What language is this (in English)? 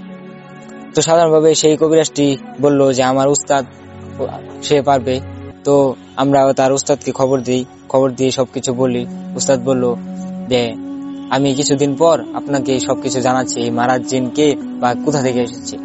Bangla